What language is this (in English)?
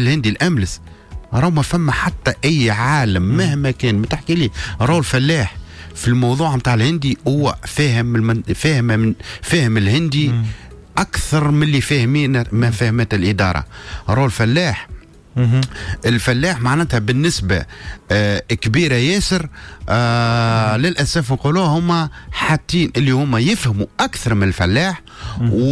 Tunisian Arabic